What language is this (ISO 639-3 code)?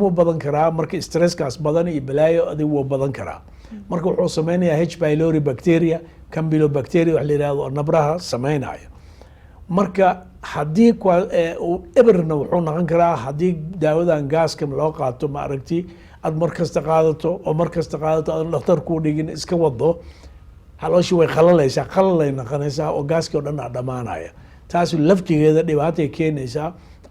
som